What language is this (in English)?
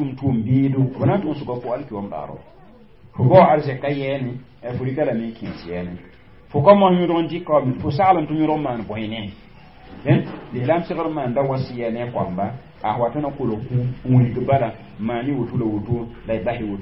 Mossi